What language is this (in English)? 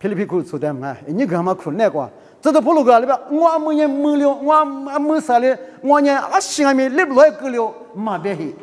Lisu